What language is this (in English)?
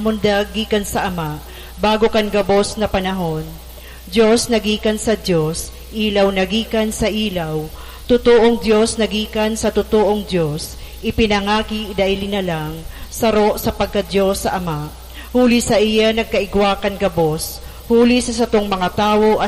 Bikol